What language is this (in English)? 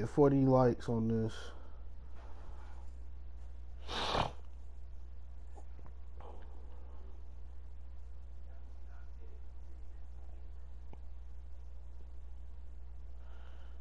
English